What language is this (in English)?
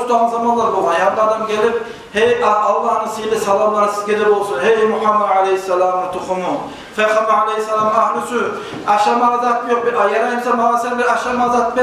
Kumyk